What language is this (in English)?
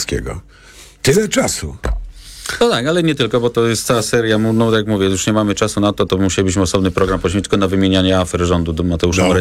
Polish